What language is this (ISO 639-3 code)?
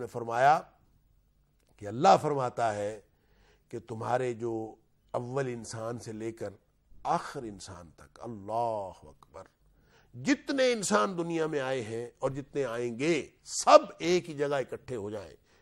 urd